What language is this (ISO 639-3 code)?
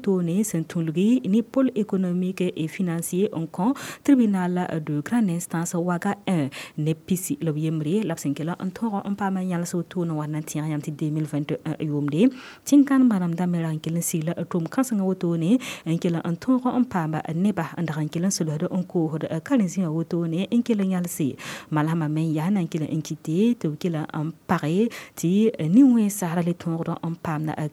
mos